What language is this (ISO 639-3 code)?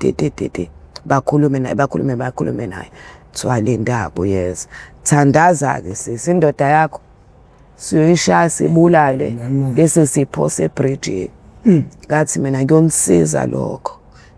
zul